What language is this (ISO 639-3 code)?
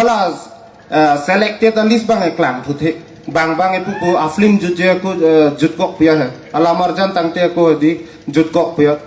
mjw